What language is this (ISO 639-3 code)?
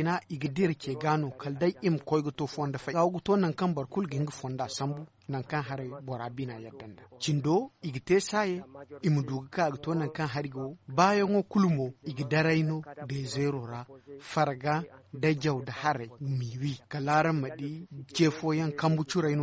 dje